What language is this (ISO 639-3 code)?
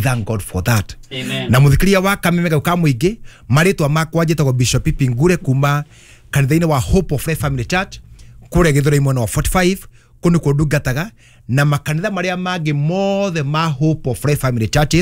kik